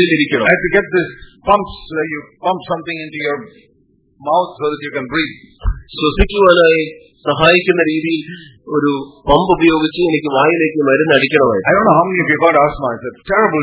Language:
Malayalam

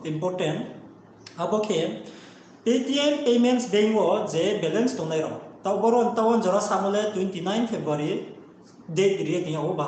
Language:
Riang (India)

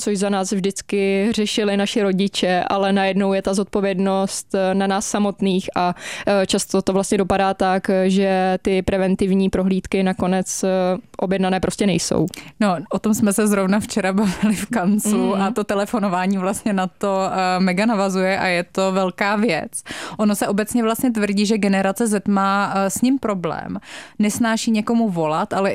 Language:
Czech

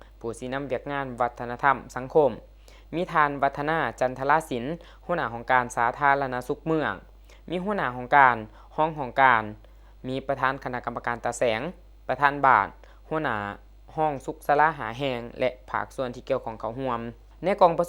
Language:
Lao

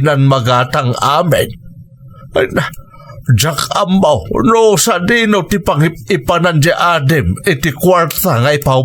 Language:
Iloko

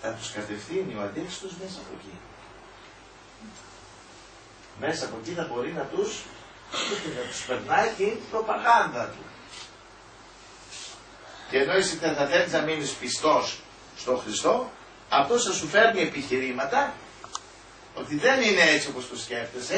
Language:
Greek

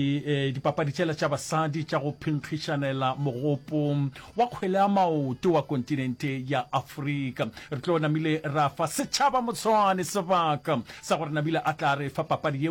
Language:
Northern Sotho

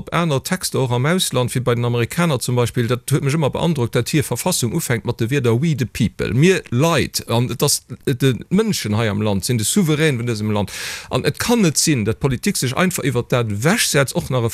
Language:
Luxembourgish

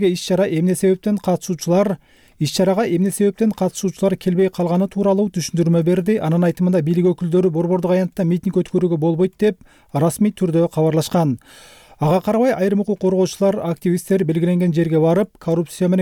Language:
Kyrgyz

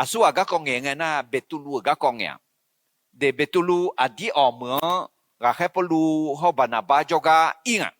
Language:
Akha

